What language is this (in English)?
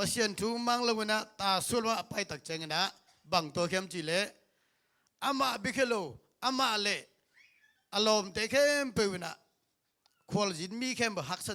Tedim Chin